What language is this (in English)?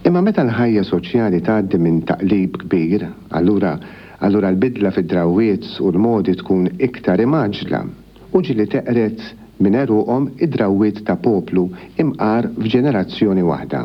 Maltese